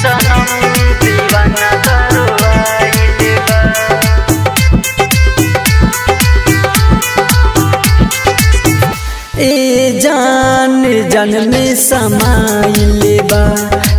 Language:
Bhojpuri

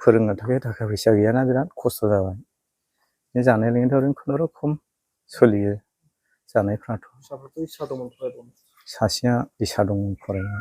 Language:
Bodo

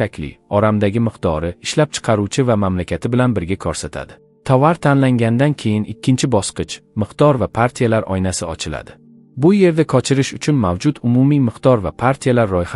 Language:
Uzbek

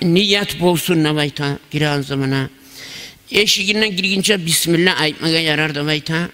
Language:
Kumyk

